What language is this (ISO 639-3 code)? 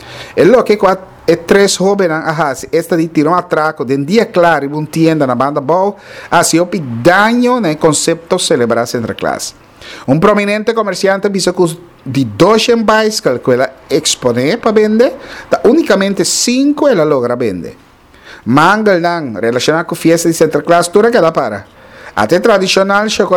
pap